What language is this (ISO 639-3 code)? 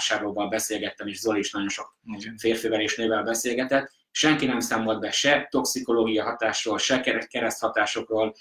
hun